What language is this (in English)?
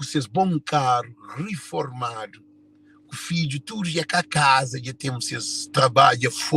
Kabuverdianu